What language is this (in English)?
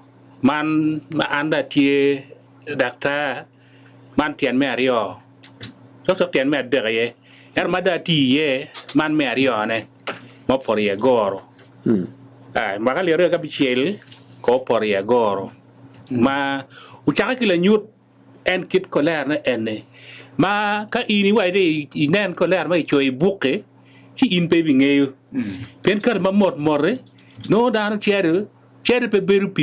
Acoli